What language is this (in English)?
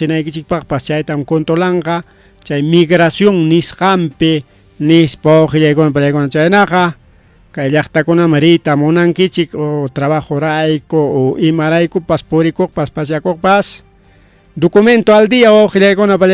Ayacucho Quechua